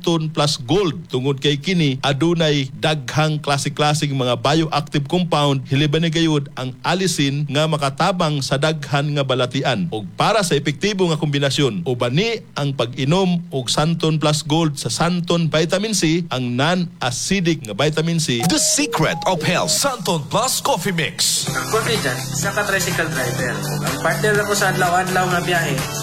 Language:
Cebuano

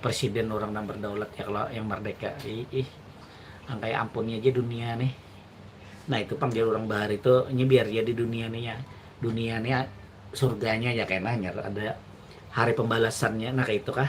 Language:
Banjar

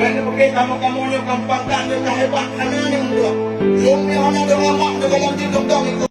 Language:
Achinese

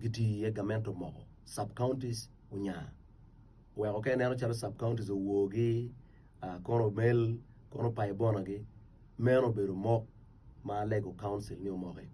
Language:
Acoli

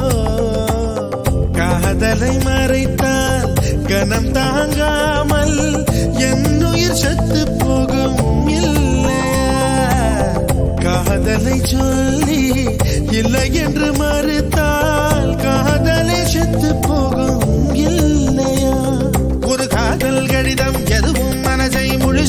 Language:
Tamil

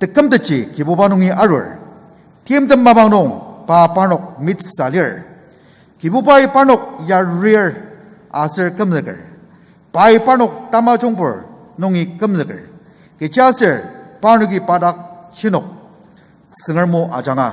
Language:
Ao Naga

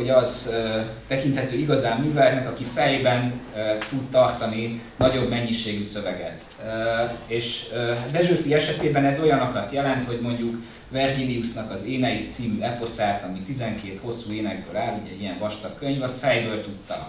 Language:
Hungarian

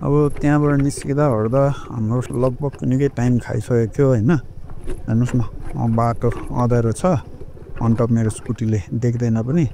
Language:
Nepali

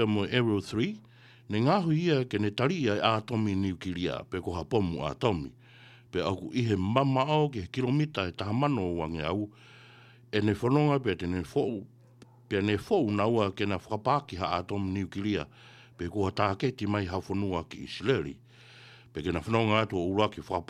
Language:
Tongan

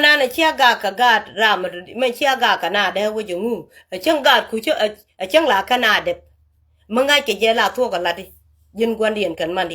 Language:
Nuer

